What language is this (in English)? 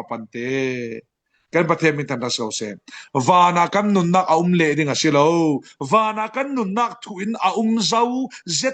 Falam Chin